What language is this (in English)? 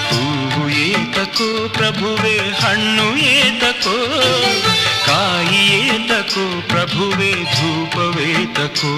Kannada